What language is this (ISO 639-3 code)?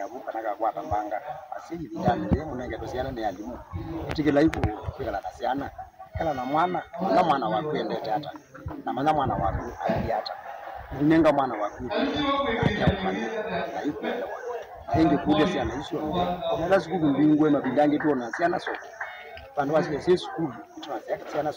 kam